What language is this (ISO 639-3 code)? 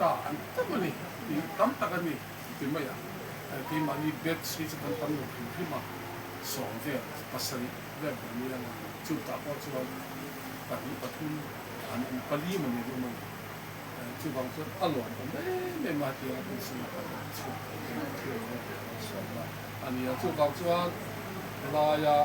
lus